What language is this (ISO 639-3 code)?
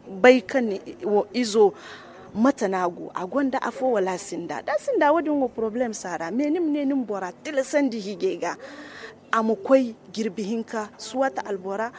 dje